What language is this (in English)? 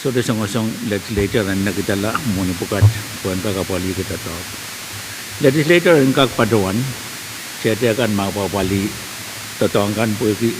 Pohnpeian